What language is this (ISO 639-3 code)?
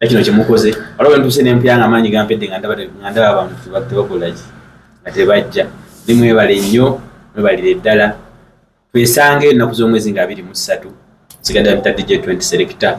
lug